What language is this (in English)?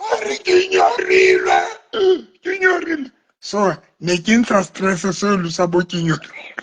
Southern Sotho